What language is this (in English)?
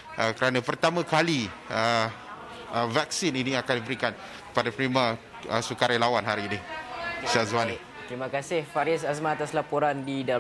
Malay